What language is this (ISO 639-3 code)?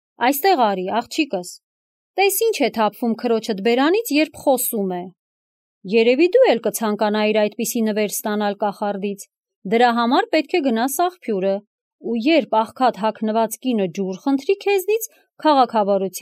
hye